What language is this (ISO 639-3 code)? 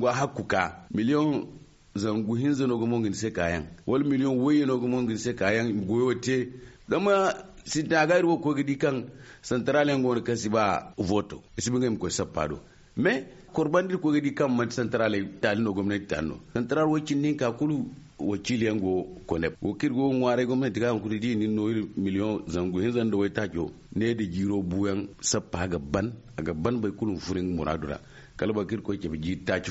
dje